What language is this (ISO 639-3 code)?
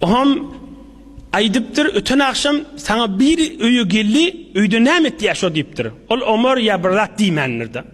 tuk